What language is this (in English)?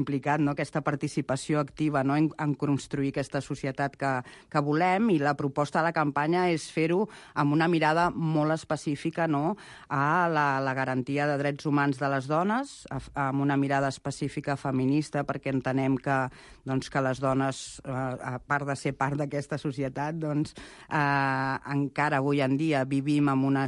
Catalan